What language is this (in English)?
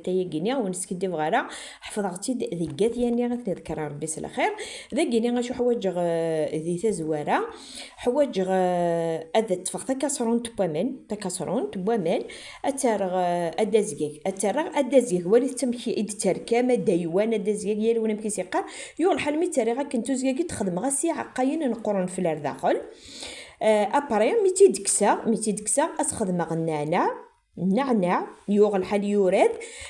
Kabyle